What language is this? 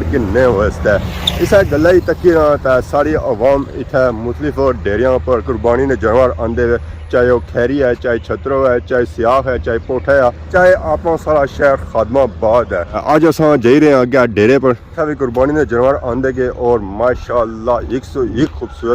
Pahari-Potwari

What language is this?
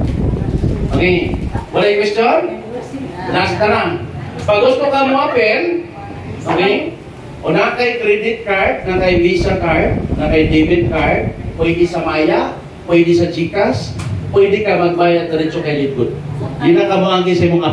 Cebuano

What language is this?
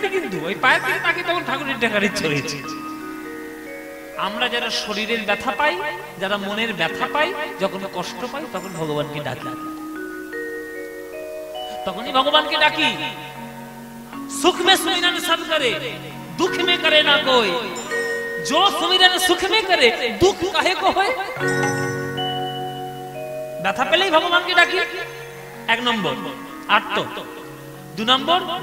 Bangla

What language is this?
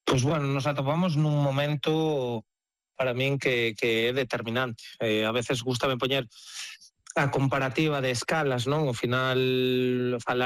Galician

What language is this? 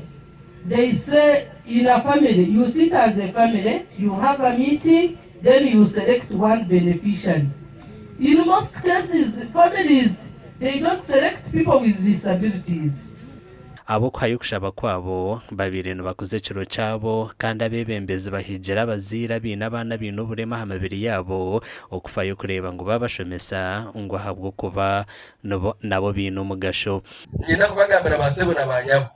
Nyankole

